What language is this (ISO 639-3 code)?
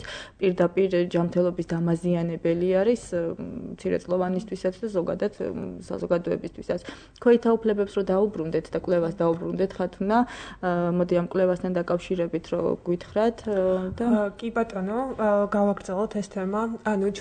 kat